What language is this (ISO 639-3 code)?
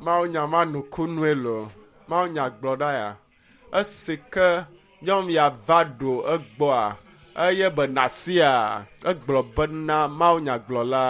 ewe